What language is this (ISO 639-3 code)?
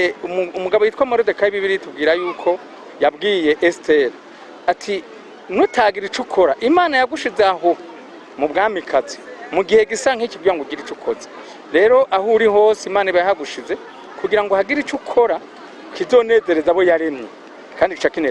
run